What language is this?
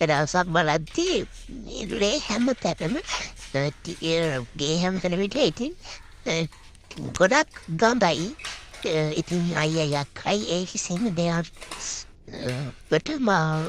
Sinhala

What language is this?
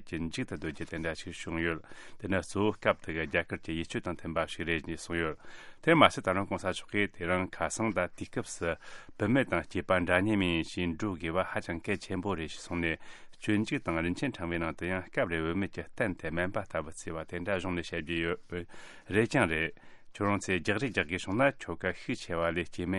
Tibetan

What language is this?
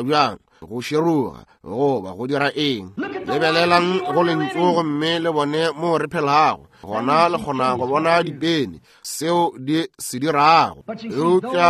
Northern Sotho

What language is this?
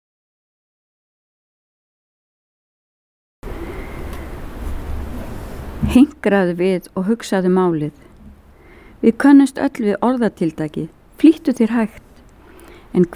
Icelandic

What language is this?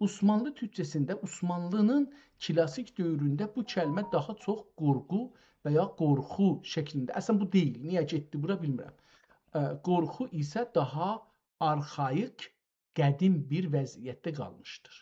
South Azerbaijani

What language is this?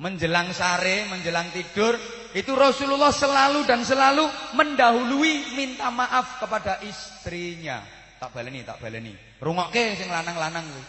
Javanese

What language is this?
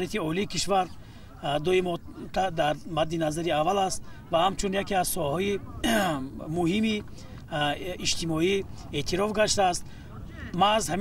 Tajik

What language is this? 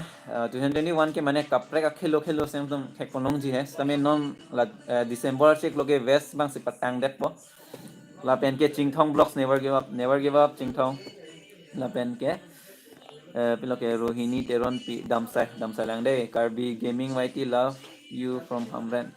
Karbi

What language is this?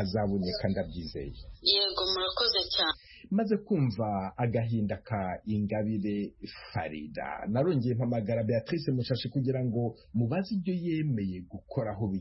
Kinyarwanda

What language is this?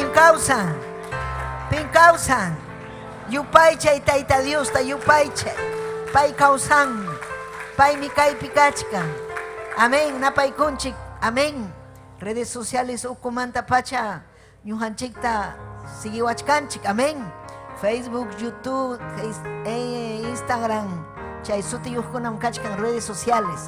Ayacucho Quechua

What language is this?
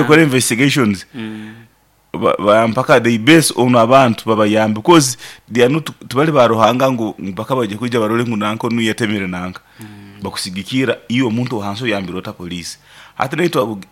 Nyoro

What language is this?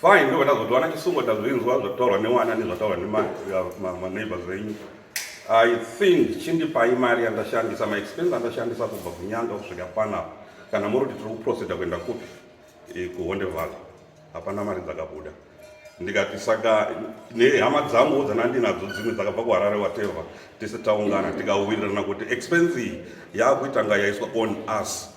Shona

